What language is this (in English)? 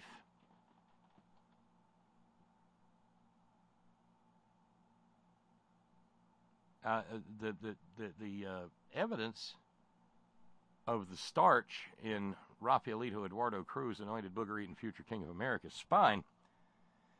English